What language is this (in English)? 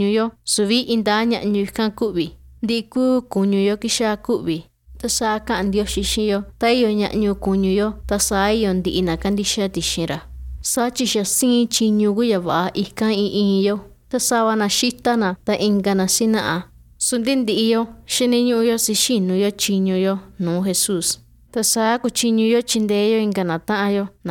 Konkani